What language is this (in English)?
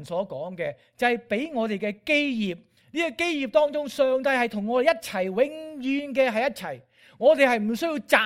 Cantonese